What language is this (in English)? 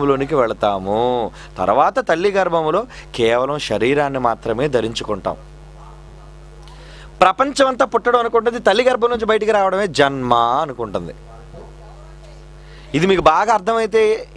Telugu